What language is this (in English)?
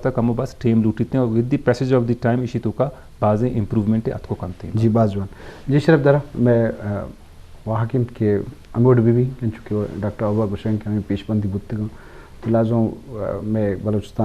Eastern Balochi